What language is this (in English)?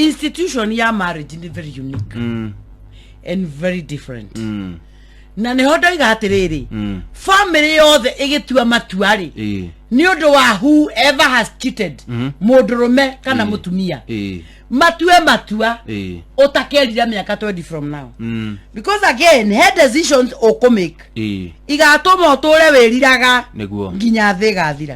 Kikuyu